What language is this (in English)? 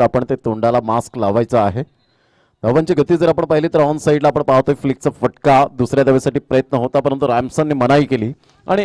Marathi